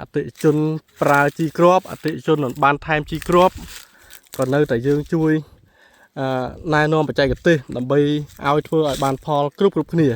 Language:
Khmer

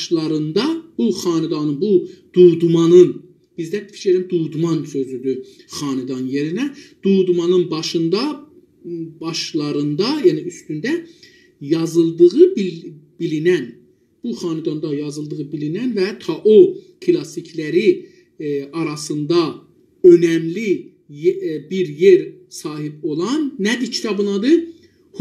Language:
South Azerbaijani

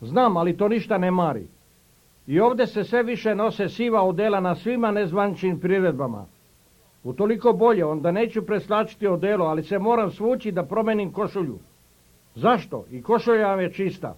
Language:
Serbian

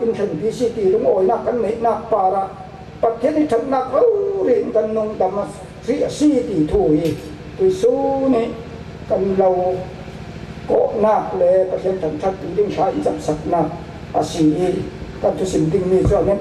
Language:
Falam Chin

